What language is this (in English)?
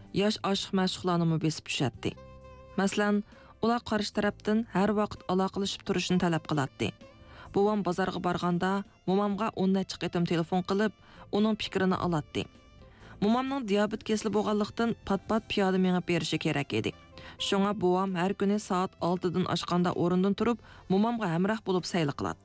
Uyghur